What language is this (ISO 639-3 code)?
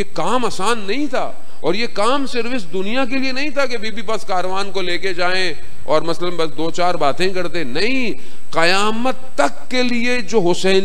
urd